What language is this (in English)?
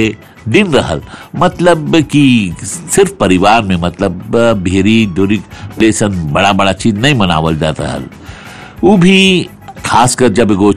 Bhojpuri